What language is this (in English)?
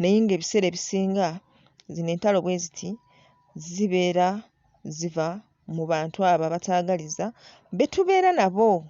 Ganda